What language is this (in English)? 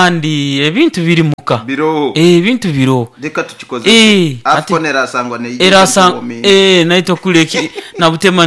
Nyoro